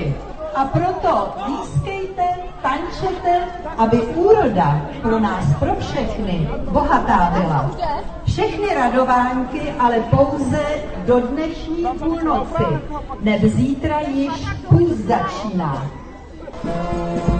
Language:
Czech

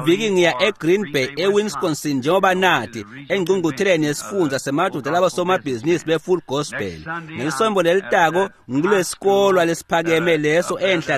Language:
Swati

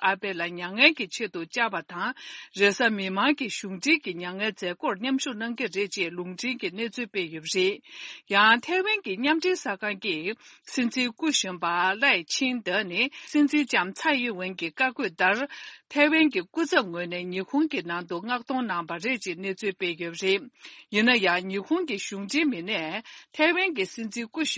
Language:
Tibetan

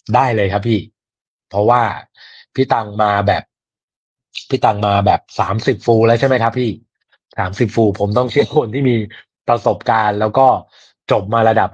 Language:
Thai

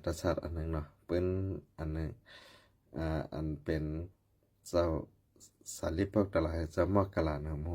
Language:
Shan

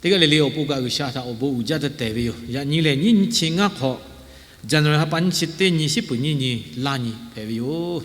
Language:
Lahu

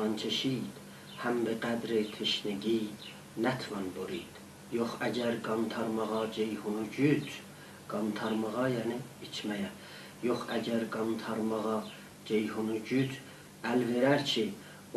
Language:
South Azerbaijani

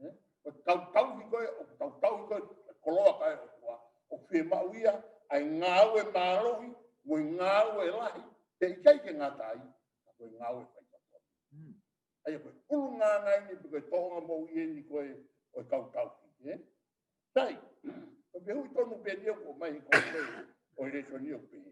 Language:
Tongan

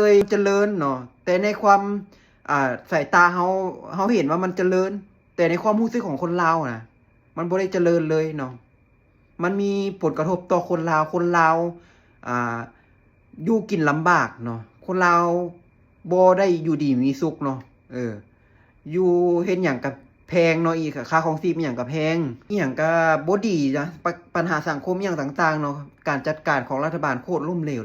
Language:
Lao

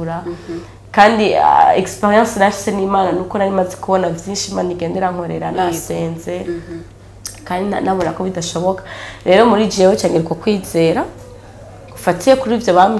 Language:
Rundi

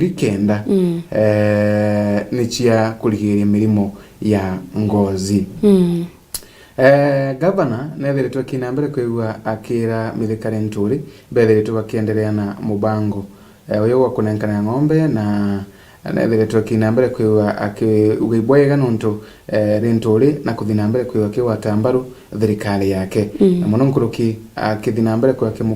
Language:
Meru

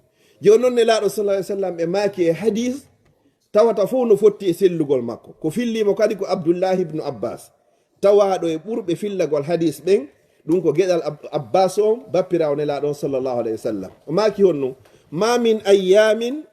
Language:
Fula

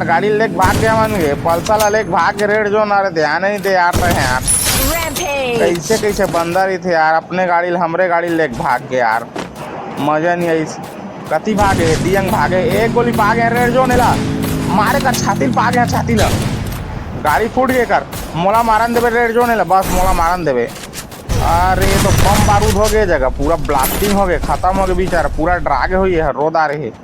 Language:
Chhattisgarhi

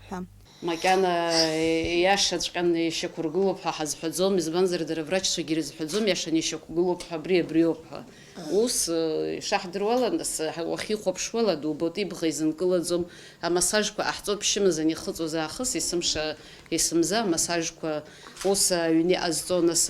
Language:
Abkhazian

